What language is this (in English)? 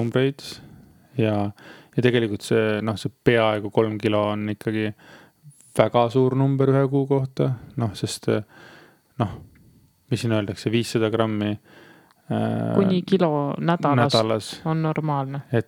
Estonian